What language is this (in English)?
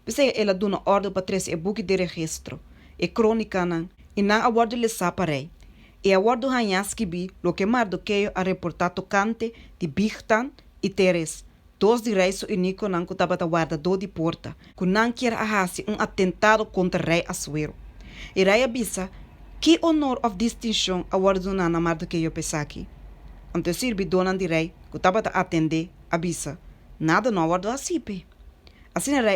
Papiamento